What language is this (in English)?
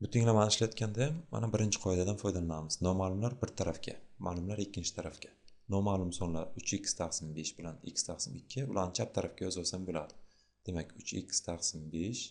Uzbek